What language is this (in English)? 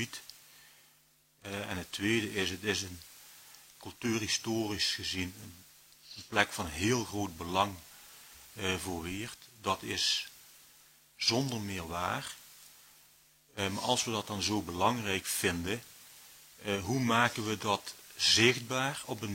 Dutch